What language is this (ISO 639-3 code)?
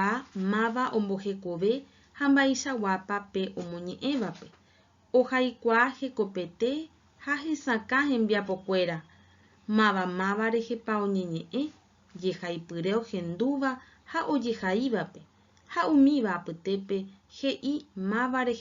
grn